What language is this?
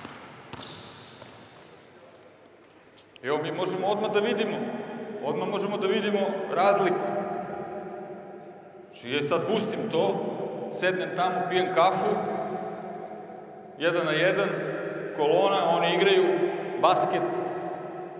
Serbian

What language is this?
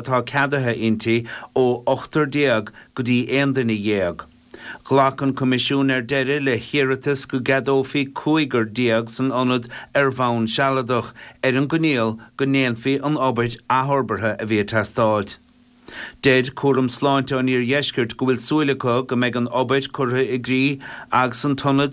Irish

